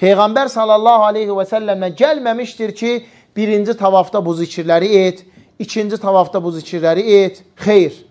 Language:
Azerbaijani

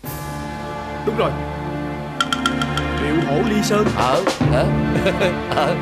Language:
Vietnamese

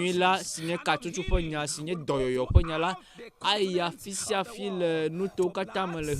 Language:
Ewe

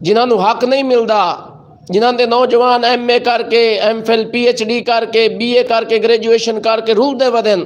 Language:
Western Panjabi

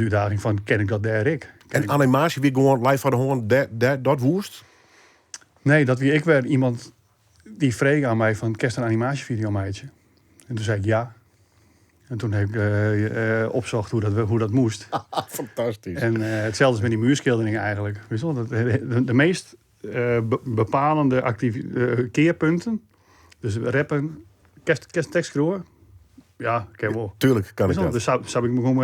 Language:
Western Frisian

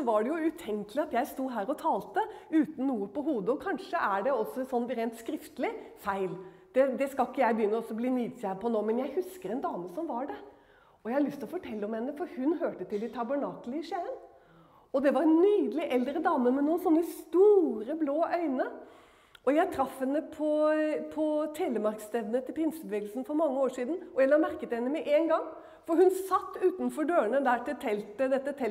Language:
Norwegian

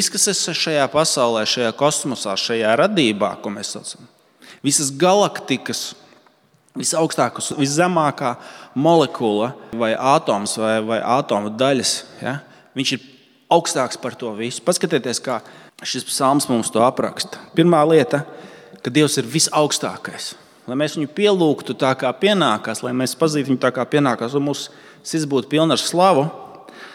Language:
Latvian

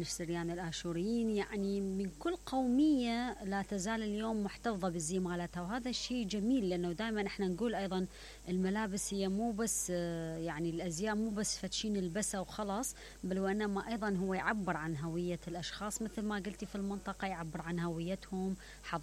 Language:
Mesopotamian Arabic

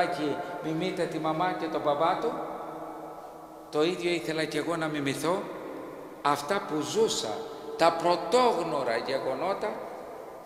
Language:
Greek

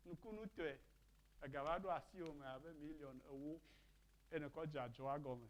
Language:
Ewe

